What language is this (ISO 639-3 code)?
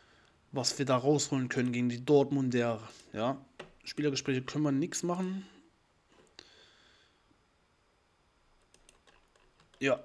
deu